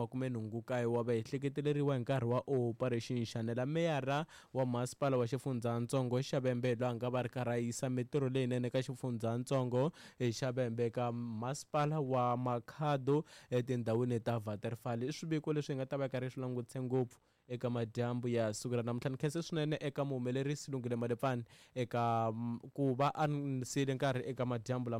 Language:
Tsonga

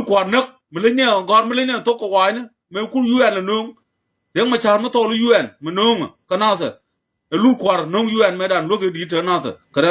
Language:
Nuer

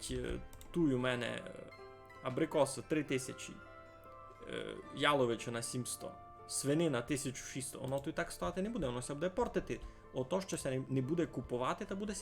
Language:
Rusyn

